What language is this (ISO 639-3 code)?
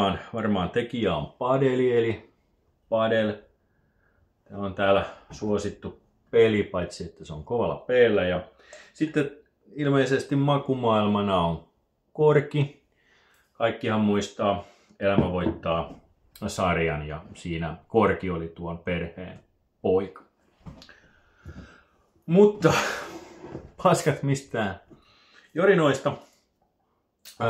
fin